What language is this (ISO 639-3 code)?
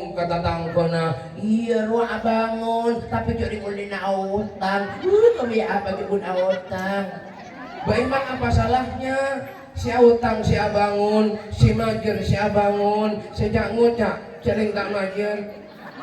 mad